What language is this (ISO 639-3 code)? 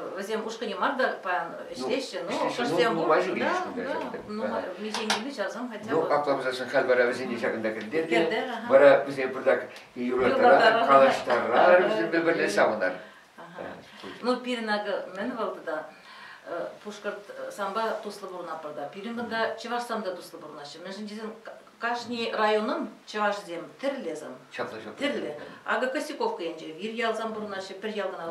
chv